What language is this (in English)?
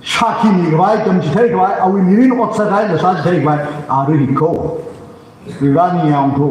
Tangkhul Naga (India)